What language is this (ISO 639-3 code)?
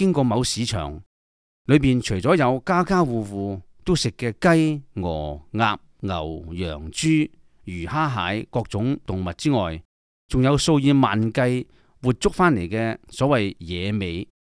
yue